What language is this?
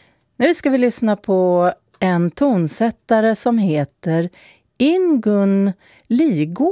Swedish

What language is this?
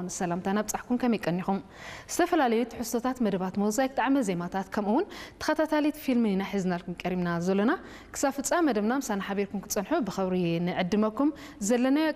Tigrinya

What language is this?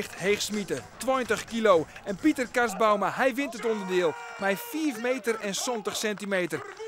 Western Frisian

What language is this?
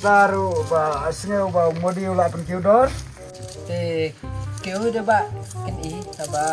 Khasi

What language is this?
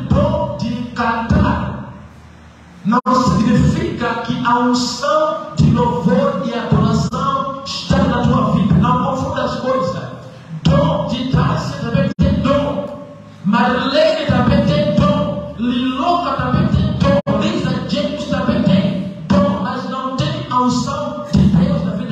Portuguese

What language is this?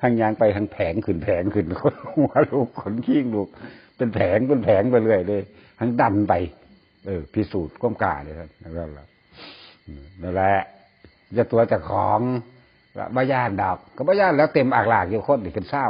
Northeastern Thai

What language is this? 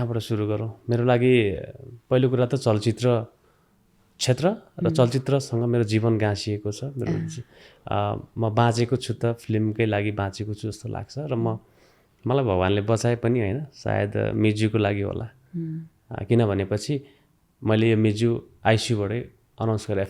Nepali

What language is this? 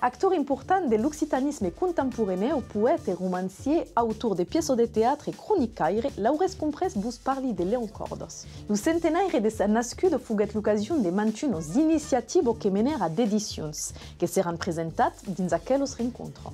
Occitan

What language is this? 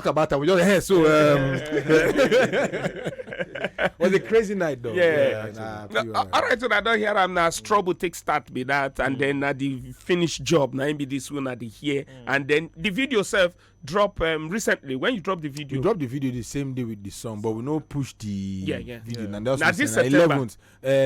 Nigerian Pidgin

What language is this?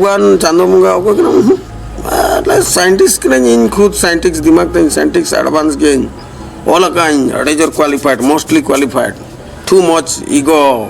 Santali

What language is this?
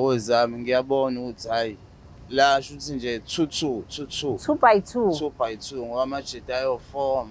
Zulu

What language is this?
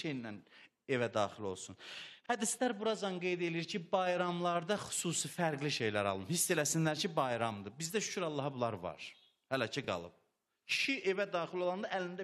Azerbaijani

